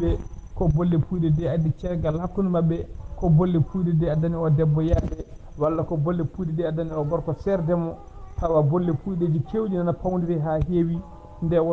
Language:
Fula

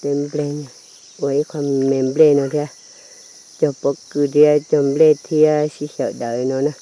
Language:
Hmong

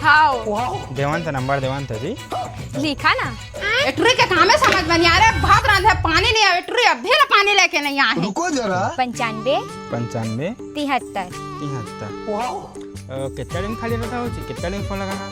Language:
Chhattisgarhi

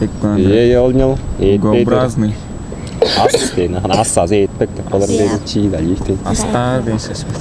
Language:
Tuvinian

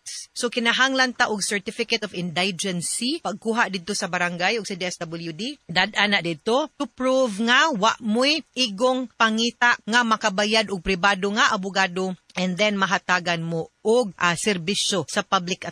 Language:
Cebuano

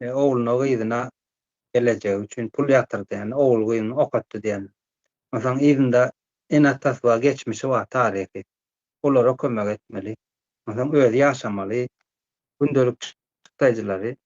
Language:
Turkmen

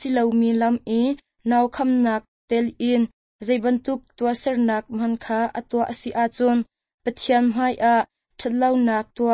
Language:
Hakha Chin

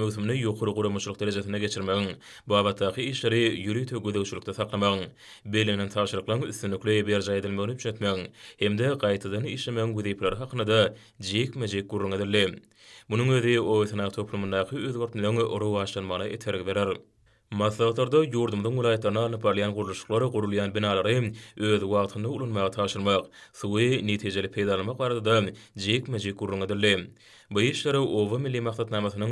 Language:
Turkmen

